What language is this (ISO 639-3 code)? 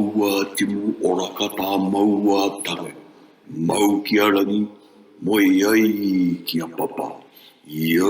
mri